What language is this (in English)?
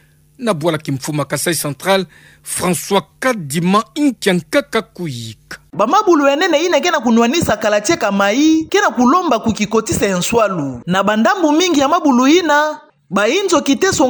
Kituba (Democratic Republic of Congo)